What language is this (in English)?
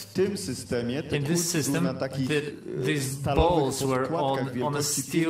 Polish